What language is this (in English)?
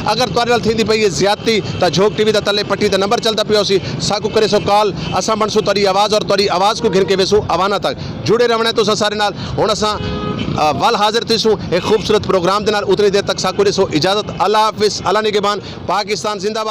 Saraiki